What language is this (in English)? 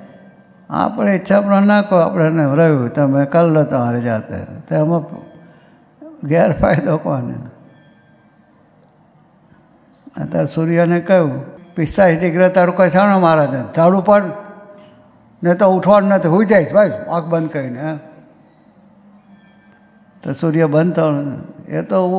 Gujarati